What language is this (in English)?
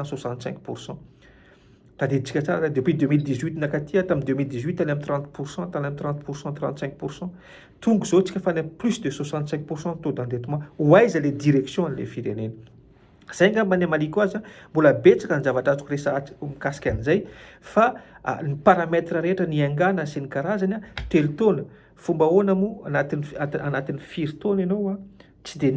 Malagasy